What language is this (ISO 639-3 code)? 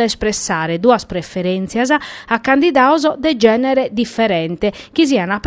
srd